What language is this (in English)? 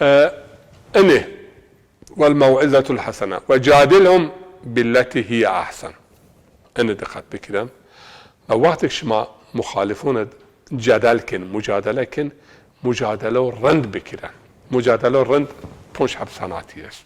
Zaza